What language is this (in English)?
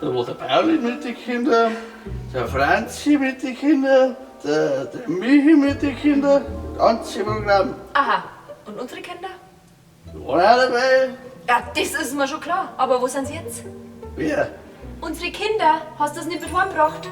Bavarian